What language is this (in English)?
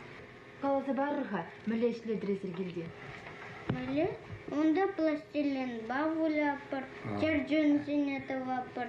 Chuvash